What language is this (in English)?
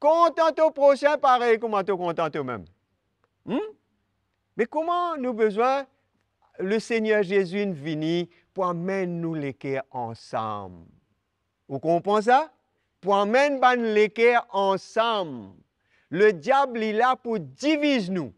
Morisyen